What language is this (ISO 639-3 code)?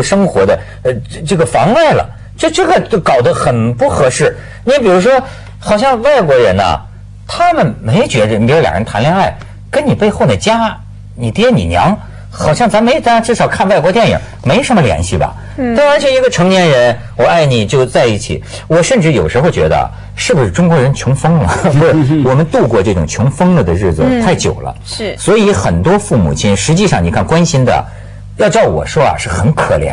zho